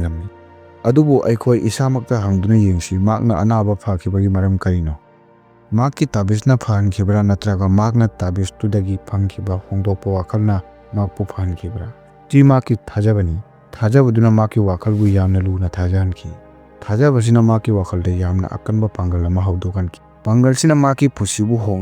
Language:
Manipuri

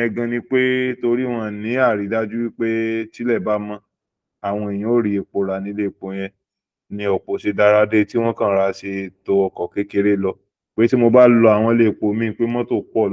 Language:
Yoruba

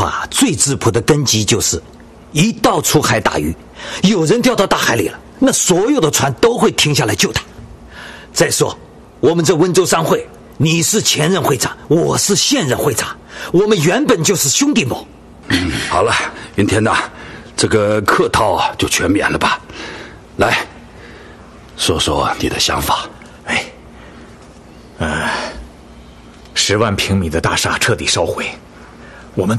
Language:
Chinese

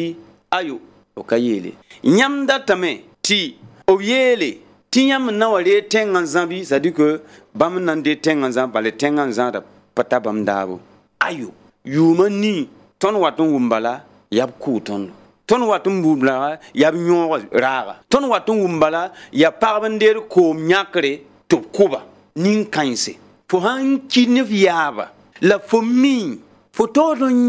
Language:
Mossi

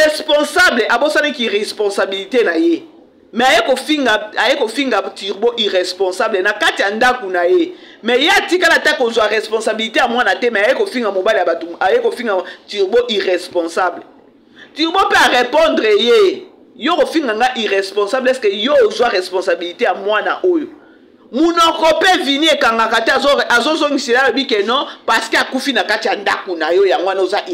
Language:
Lingala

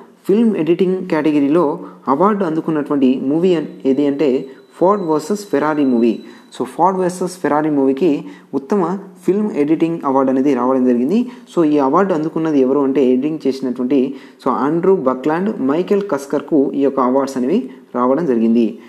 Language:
Telugu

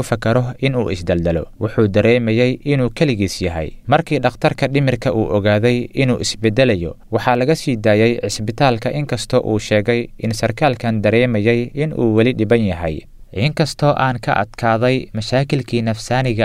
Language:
Somali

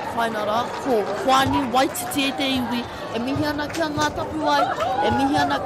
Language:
Māori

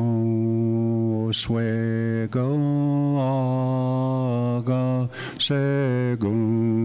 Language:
Mohawk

